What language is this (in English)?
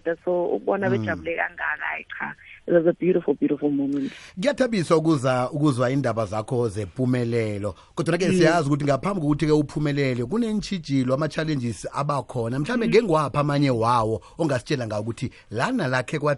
South Ndebele